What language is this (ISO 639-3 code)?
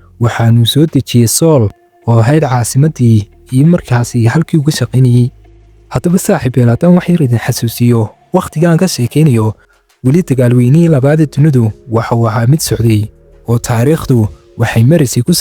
som